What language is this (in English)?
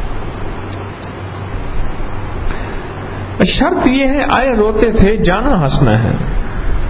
Urdu